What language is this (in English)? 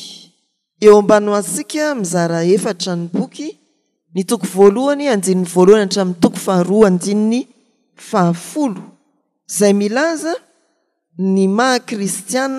Malagasy